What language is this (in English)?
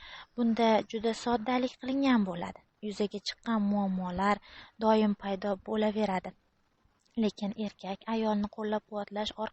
Uzbek